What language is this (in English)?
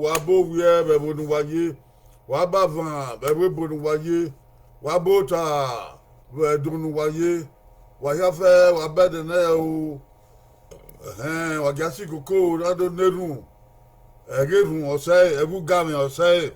Bini